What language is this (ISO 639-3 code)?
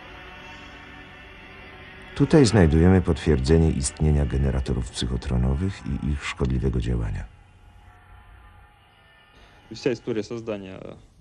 pol